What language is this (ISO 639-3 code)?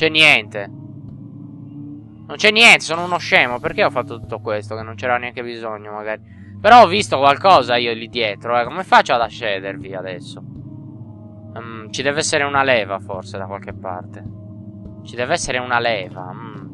ita